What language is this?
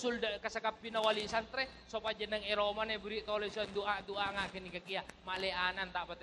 Madurese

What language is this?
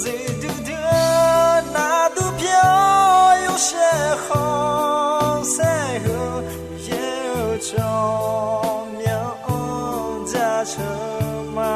Akha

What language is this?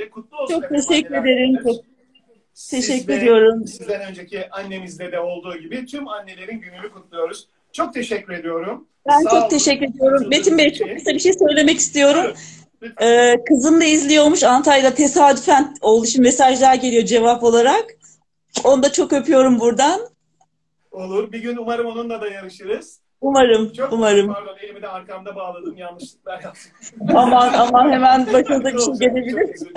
Turkish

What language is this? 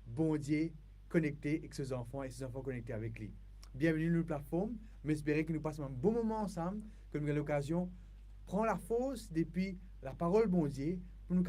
Morisyen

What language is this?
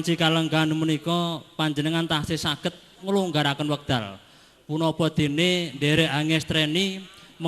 Javanese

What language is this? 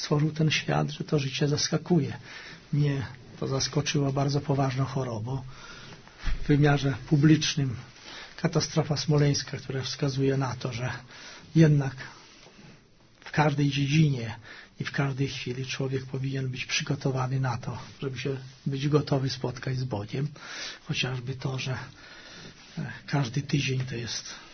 Polish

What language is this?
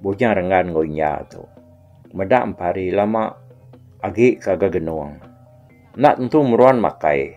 Iban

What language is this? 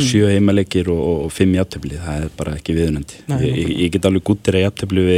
Icelandic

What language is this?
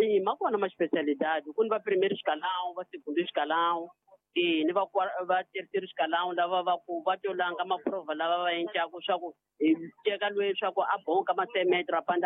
Tsonga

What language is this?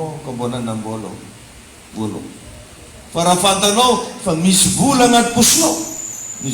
Malagasy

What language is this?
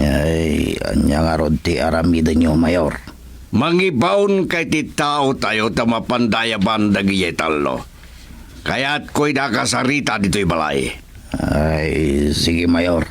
Iloko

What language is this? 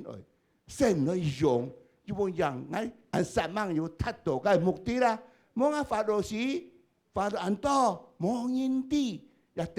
Hakka Chinese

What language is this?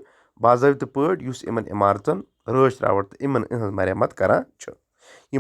Kashmiri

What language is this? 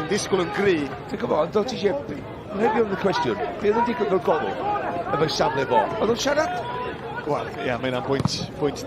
Welsh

